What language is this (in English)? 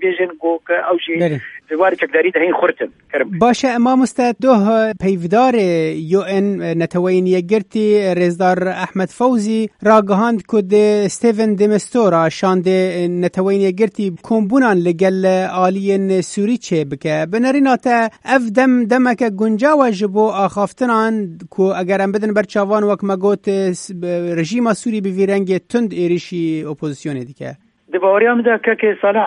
Kurdish